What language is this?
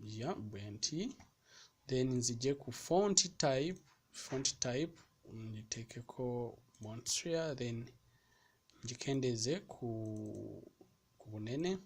Ganda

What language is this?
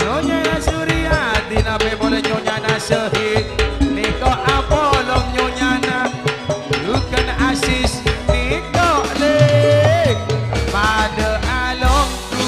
Madurese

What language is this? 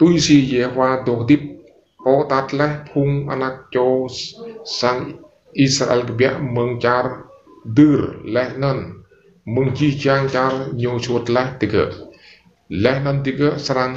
Rade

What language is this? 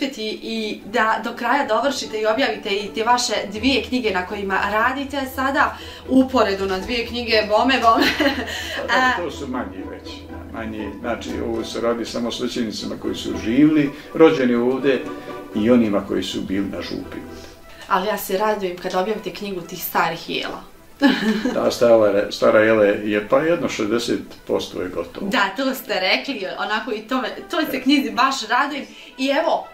Bosnian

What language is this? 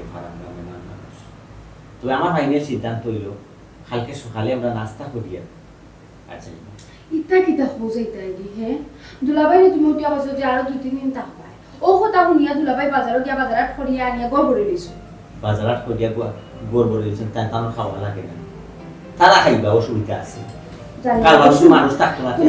Sylheti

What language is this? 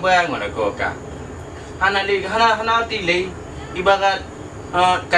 Achinese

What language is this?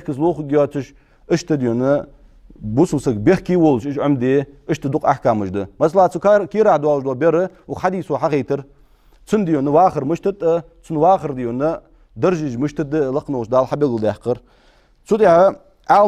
Ingush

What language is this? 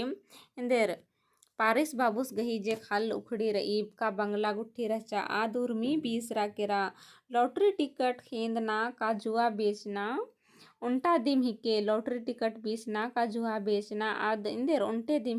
Kurukh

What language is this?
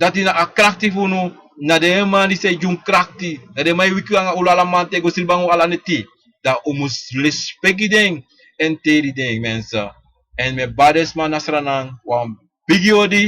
Sranan Tongo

